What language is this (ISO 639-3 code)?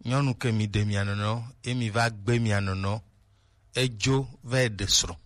gej